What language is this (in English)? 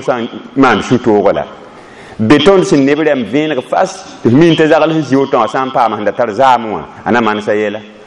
Mossi